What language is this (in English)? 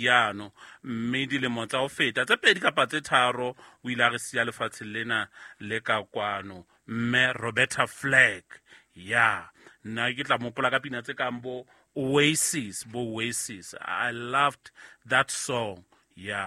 Southern Sotho